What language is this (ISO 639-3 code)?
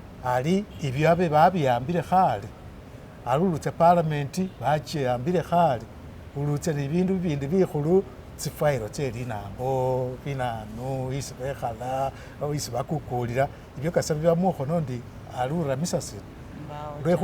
myx